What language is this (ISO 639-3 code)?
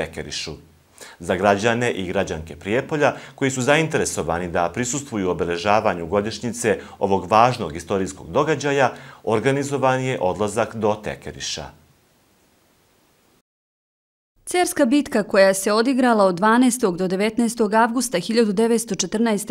srp